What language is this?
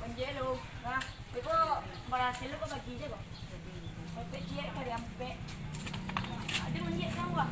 Minangkabau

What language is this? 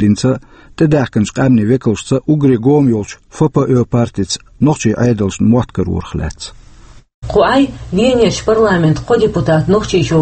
Chechen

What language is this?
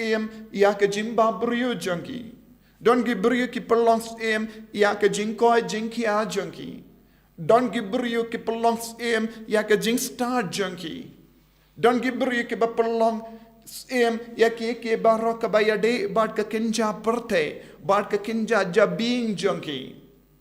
Khasi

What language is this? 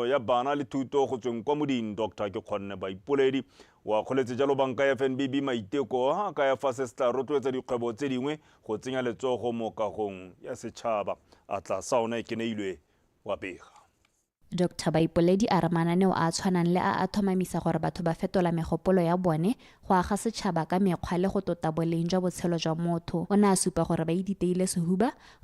Tswana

